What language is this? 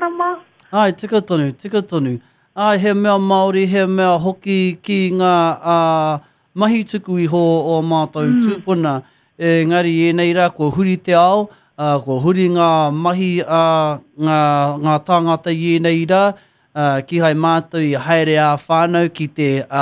Māori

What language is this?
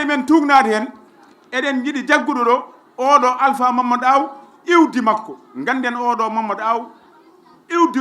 Fula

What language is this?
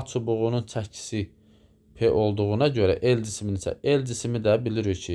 Azerbaijani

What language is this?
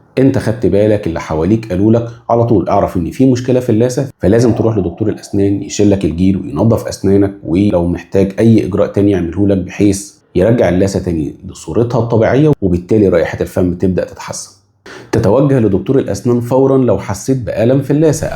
Egyptian Arabic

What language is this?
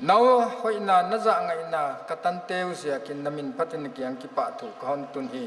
Paite Chin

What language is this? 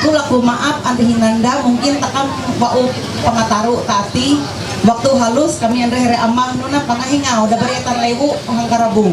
Ma'anyan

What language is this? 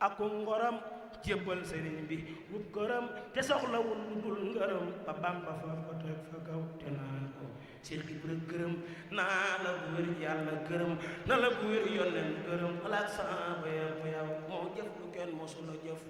Wolof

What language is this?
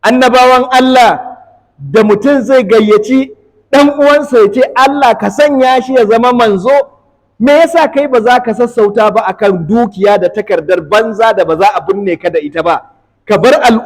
Hausa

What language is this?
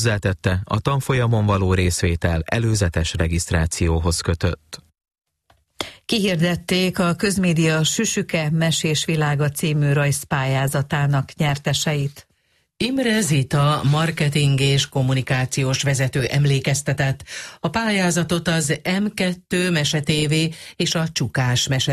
Hungarian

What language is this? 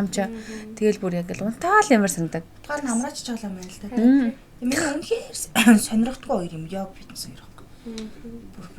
Mongolian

